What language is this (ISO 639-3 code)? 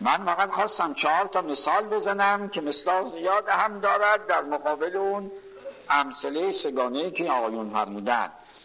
fas